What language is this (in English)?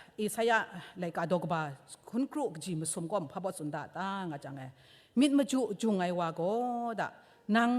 Kachin